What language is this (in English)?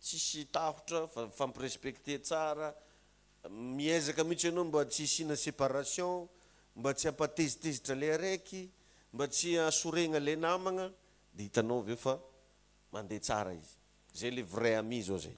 Malagasy